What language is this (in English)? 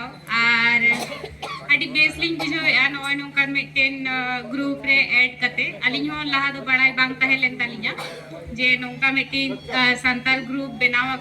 Santali